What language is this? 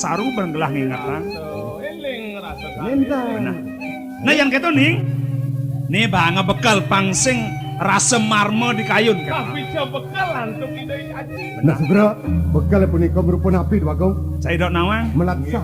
Balinese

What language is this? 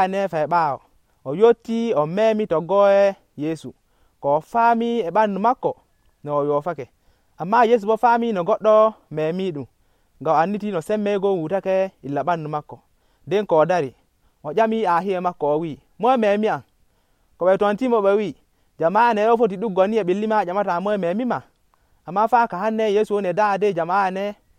Nigerian Fulfulde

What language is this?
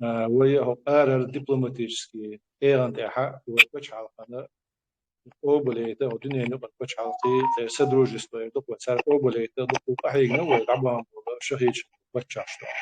Chechen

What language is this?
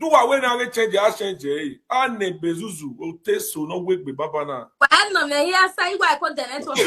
Nigerian Pidgin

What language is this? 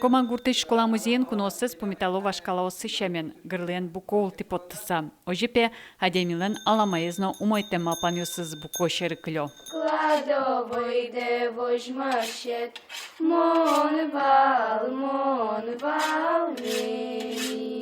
Udmurt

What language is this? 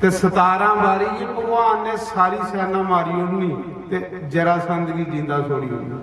Dogri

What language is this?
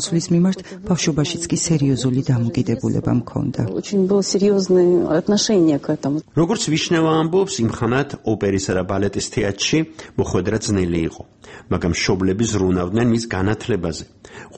Georgian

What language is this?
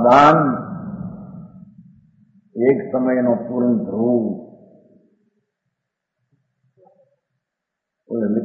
Gujarati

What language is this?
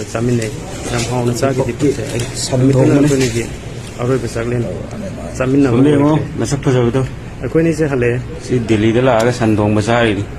Manipuri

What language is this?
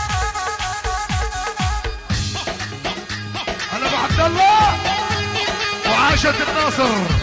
South Levantine Arabic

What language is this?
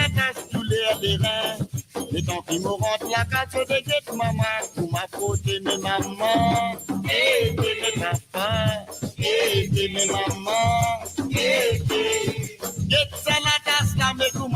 Morisyen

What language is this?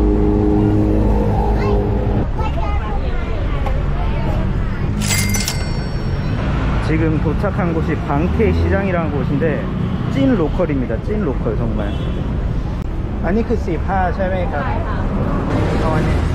Korean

